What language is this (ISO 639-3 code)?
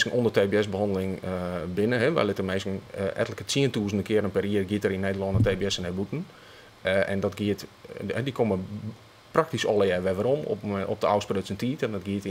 fry